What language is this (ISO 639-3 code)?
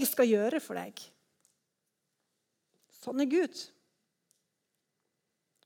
nor